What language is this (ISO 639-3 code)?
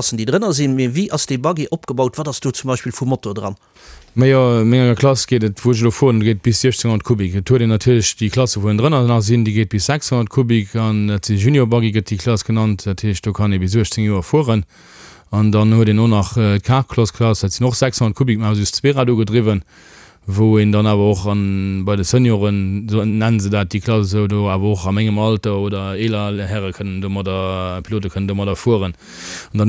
ltz